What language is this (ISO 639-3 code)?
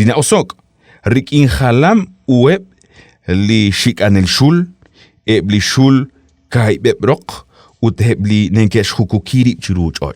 kek